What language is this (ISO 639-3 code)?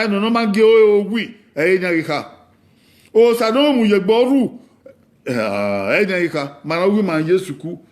bin